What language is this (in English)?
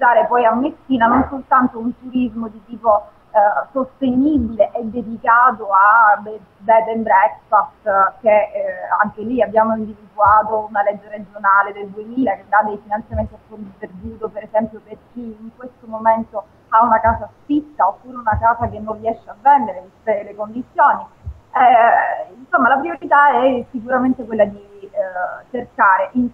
Italian